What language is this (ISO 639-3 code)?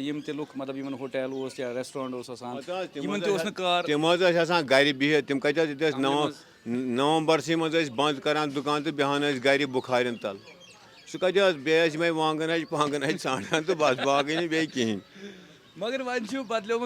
kas